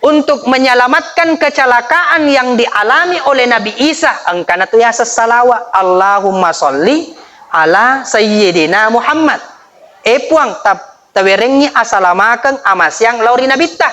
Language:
Buginese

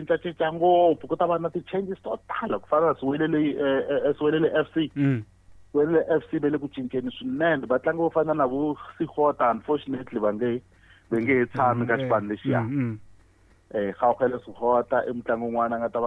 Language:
Tsonga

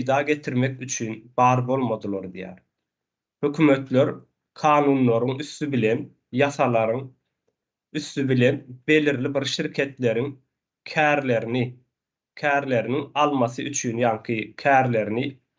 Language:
Turkmen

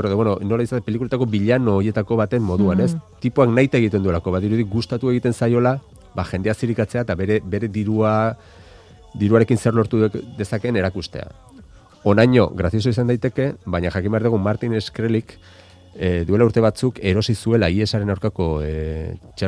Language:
Basque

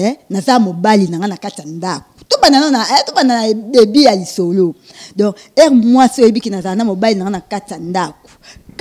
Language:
Lingala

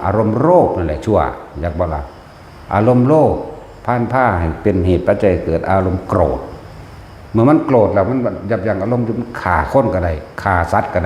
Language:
Northeastern Thai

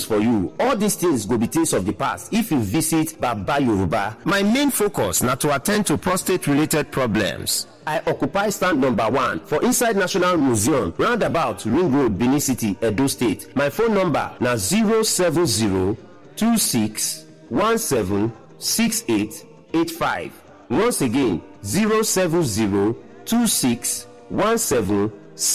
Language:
Nigerian Pidgin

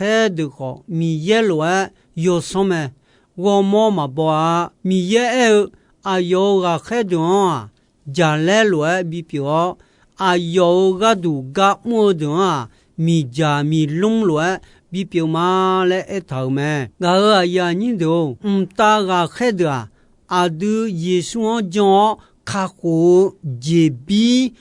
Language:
Akha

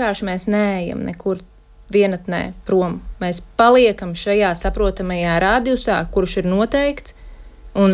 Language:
Latvian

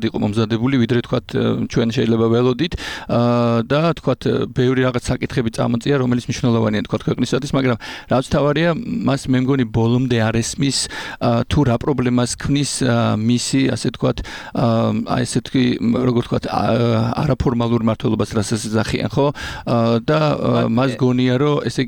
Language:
Georgian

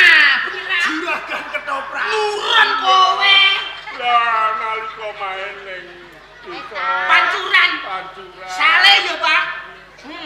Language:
Javanese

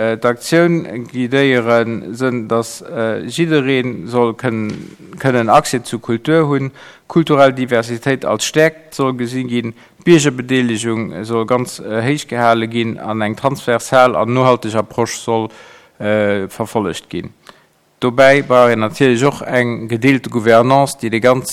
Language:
Luxembourgish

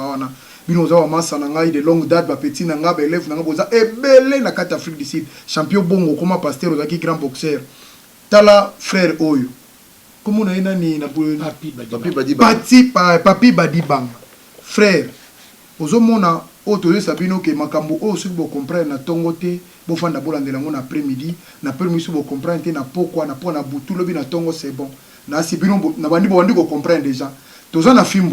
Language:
Lingala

